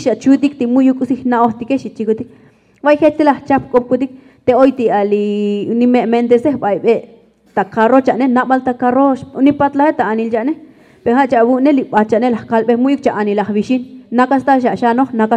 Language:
Tzotzil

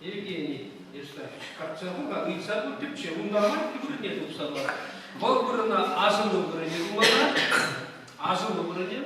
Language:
Chuvash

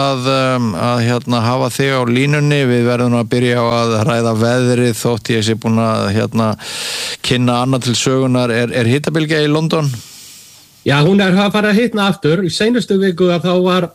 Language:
Icelandic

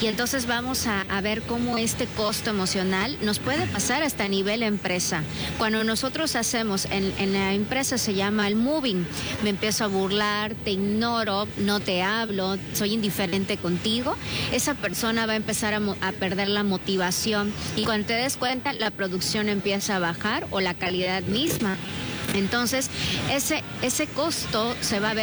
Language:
Spanish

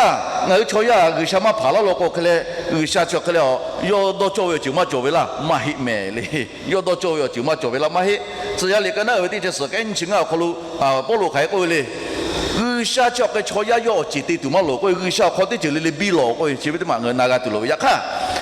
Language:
Lahu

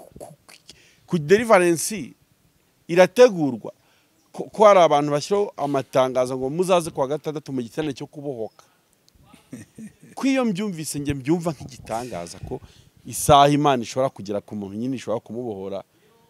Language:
Kinyarwanda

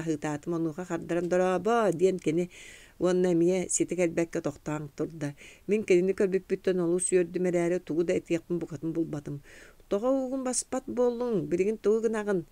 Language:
Yakut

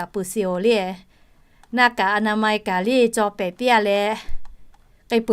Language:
Lahu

